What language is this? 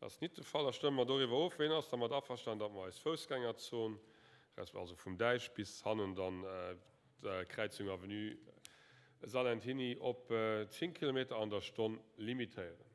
Luxembourgish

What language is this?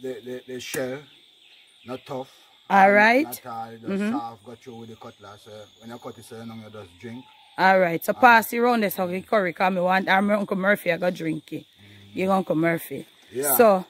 Jamaican Creole English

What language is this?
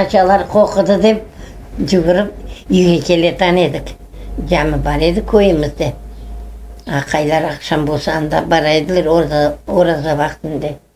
Crimean Tatar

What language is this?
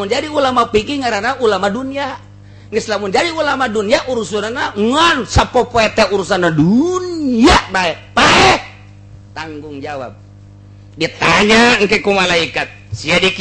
Sundanese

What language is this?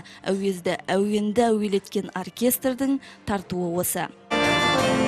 Kazakh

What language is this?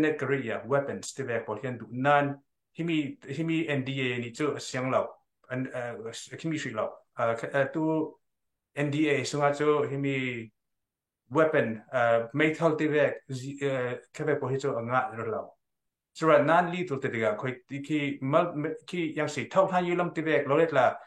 Hakha Chin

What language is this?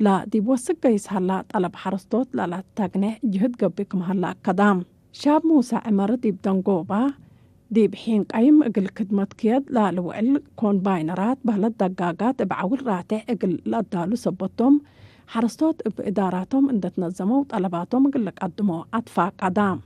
Tigre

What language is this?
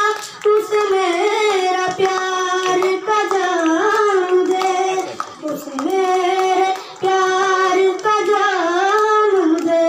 Santali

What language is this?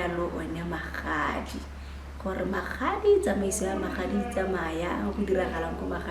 Tswana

